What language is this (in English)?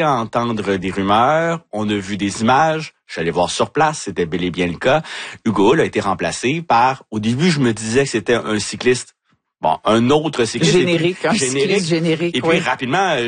French